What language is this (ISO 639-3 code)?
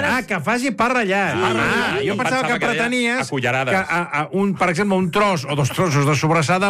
cat